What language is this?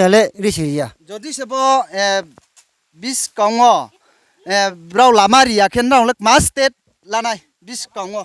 Riang (India)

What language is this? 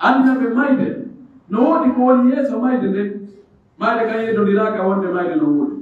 Pular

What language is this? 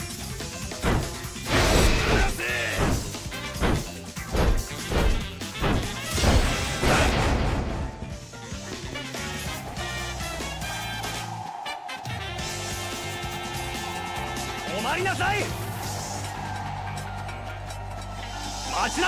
Japanese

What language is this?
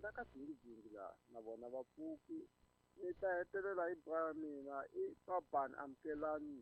Tsonga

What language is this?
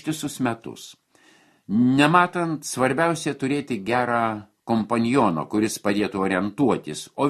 Lithuanian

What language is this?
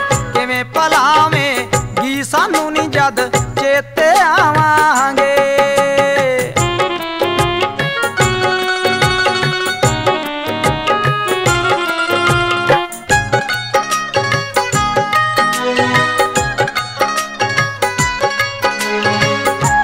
Punjabi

